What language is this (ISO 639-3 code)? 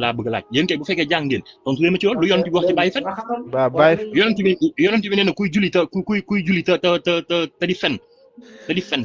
wol